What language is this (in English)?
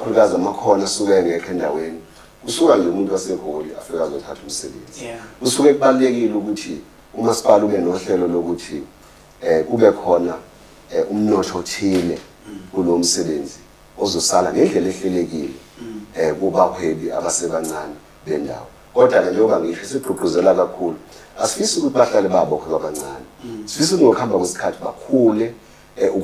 Zulu